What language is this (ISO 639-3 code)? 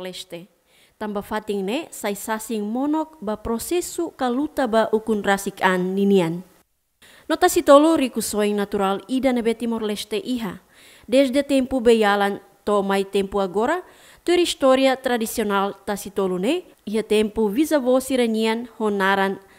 tet